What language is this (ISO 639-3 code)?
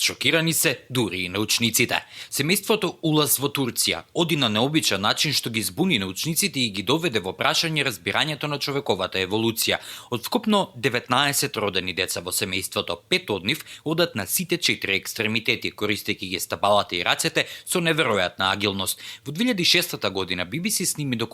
mkd